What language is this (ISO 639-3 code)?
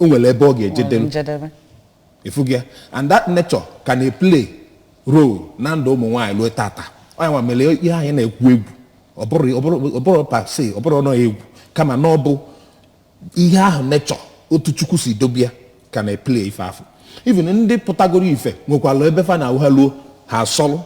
ibo